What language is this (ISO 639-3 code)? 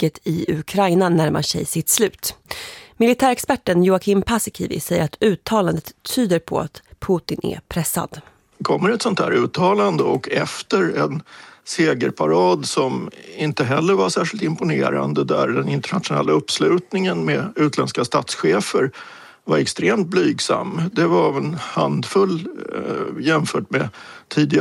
swe